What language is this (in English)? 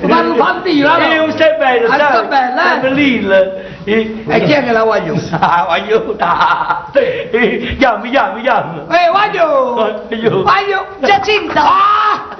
Neapolitan